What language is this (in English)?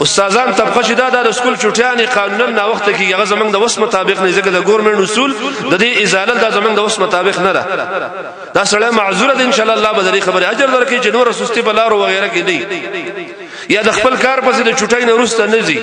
Pashto